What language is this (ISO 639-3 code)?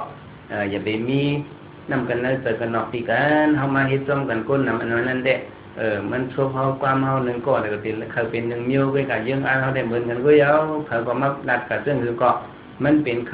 shn